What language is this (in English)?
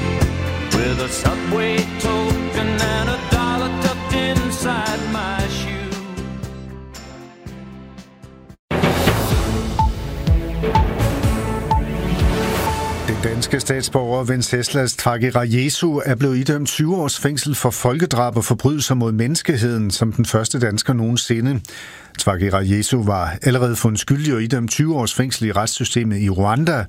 Danish